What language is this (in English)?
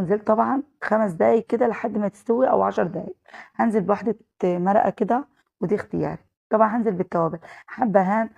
Egyptian Arabic